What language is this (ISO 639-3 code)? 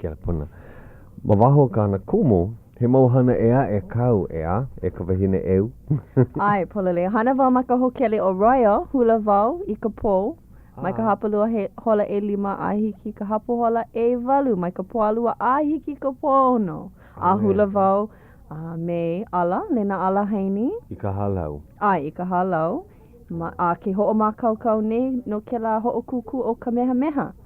haw